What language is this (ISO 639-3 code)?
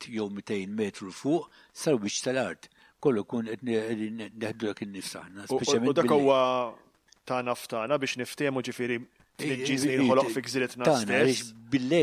mlt